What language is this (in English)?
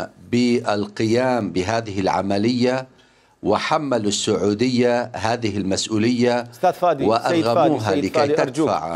Mesopotamian Arabic